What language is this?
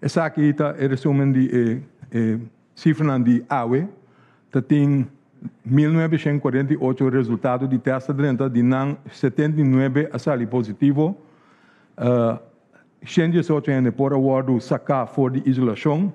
Papiamento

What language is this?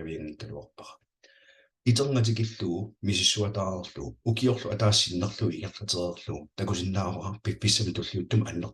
Kalaallisut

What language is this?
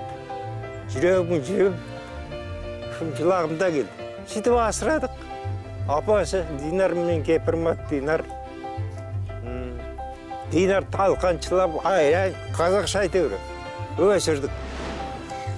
Kazakh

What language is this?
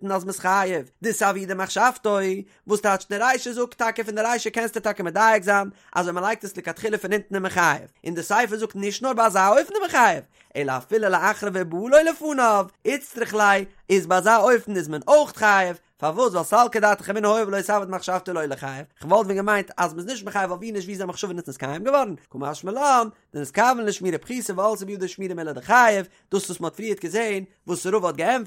Yiddish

